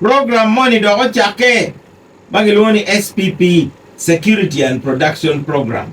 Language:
Acoli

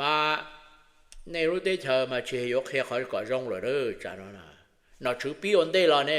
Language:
Hmong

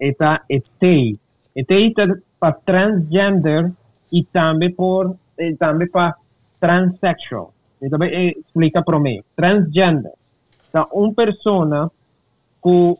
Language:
Papiamento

